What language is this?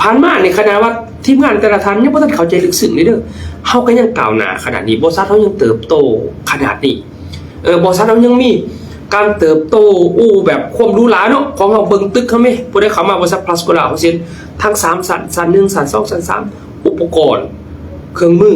Lao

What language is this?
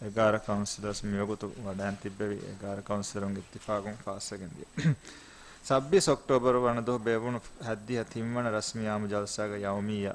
Divehi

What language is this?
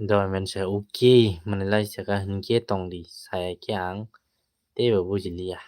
Kok Borok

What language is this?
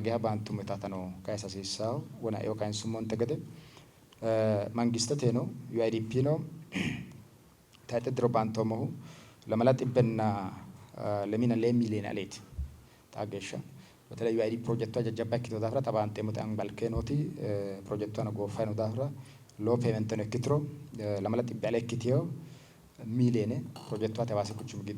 Sidamo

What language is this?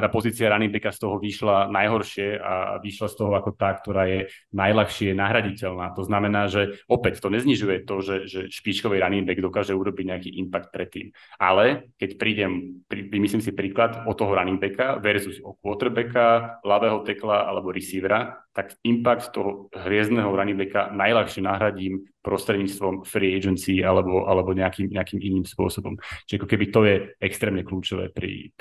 Slovak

